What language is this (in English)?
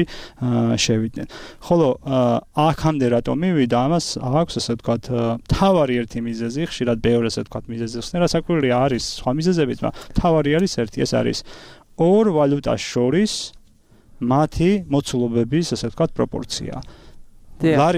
Georgian